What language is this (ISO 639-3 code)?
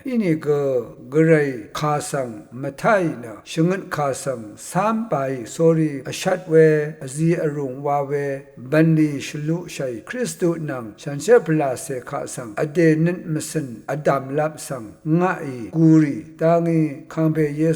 raw